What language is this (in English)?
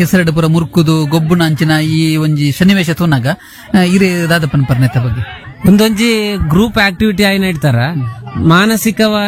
Tulu